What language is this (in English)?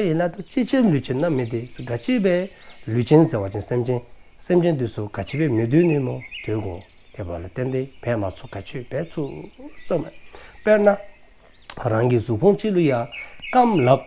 Dzongkha